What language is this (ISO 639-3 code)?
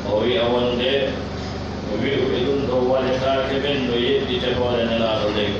fuf